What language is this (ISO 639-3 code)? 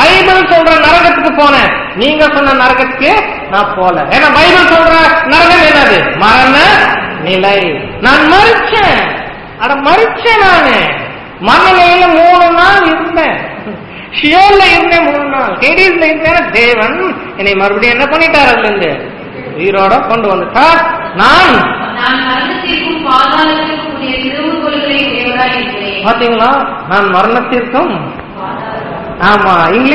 tam